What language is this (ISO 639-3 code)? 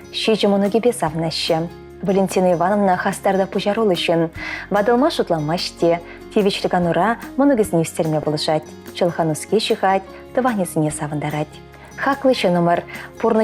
chv